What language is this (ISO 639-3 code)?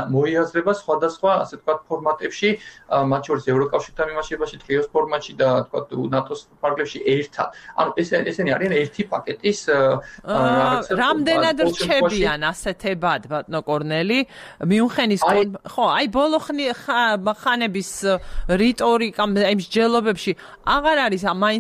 kat